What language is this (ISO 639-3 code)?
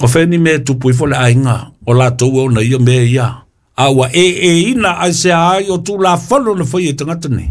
smo